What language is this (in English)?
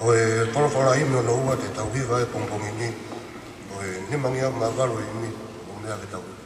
Tongan